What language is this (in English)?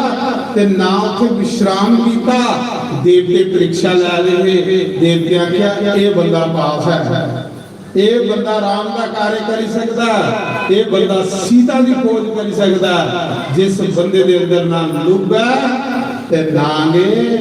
Dogri